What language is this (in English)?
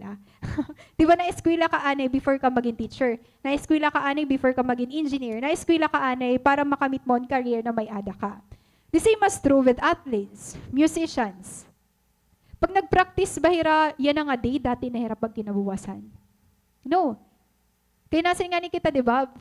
Waray